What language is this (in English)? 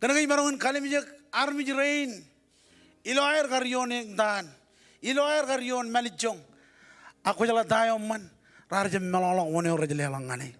Marshallese